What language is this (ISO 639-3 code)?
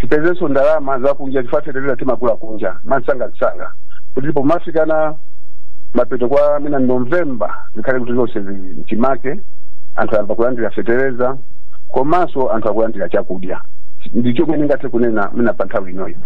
nya